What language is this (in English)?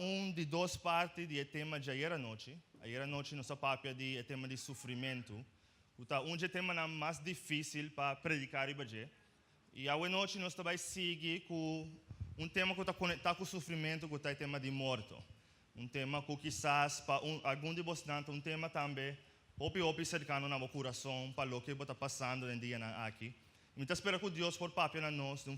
Papiamento